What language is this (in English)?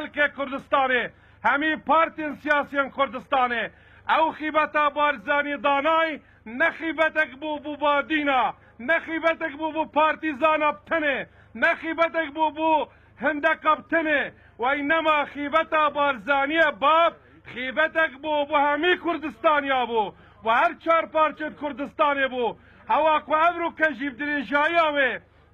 Kurdish